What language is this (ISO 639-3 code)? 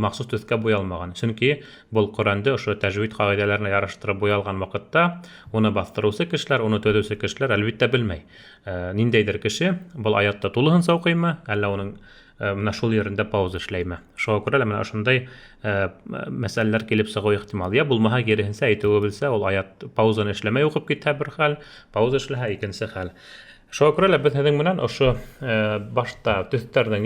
bak